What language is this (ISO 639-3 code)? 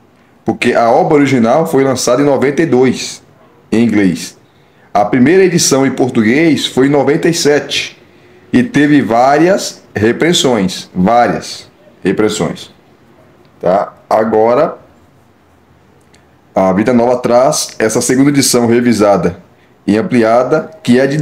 por